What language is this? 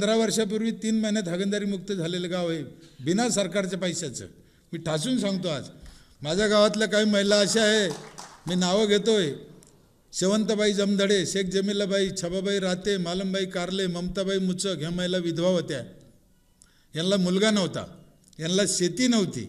Marathi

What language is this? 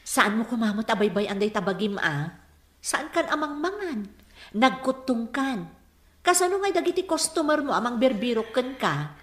Iloko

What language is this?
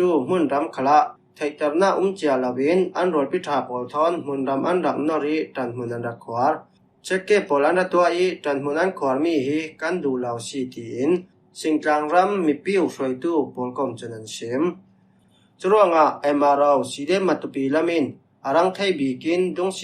Falam Chin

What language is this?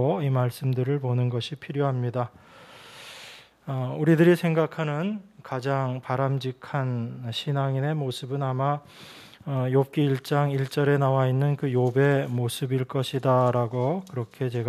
Korean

